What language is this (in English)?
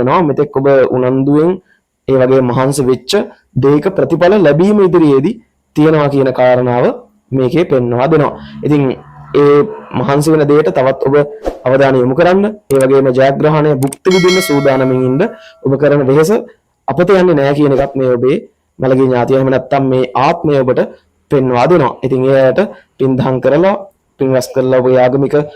Sinhala